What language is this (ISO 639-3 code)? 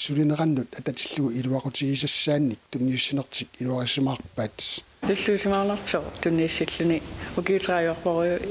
kal